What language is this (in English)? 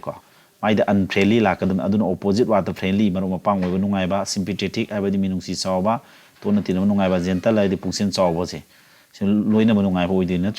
Manipuri